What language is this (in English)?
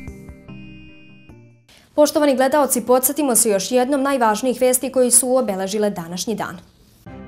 Serbian